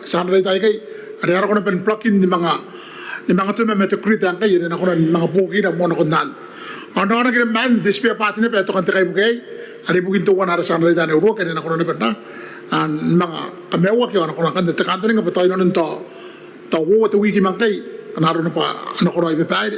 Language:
Gilbertese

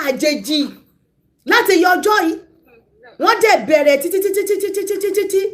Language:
Yoruba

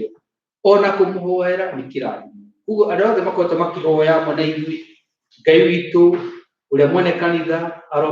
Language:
Kikuyu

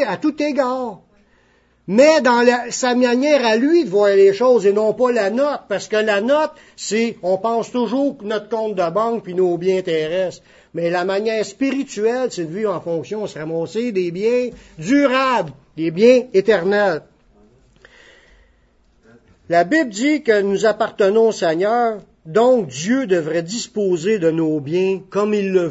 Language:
French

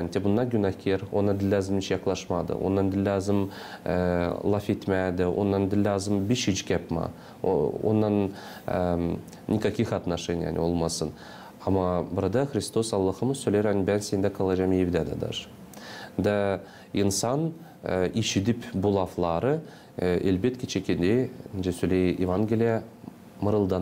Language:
Gagauz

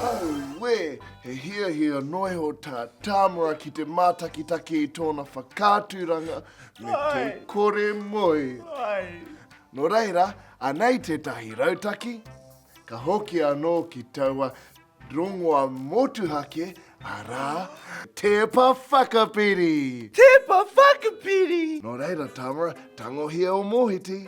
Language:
Māori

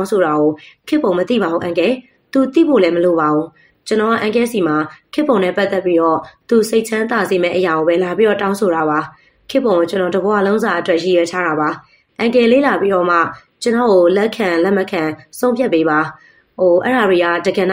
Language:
Burmese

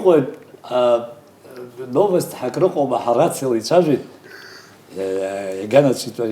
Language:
Abkhazian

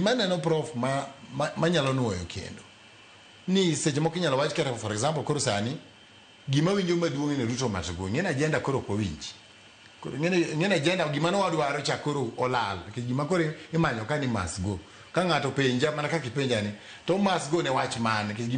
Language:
Luo (Kenya and Tanzania)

